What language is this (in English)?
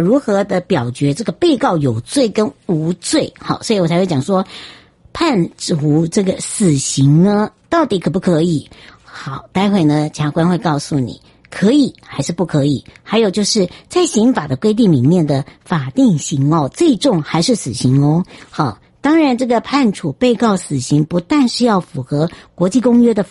Chinese